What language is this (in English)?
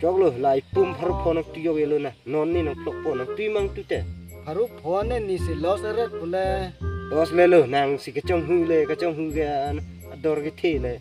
Karbi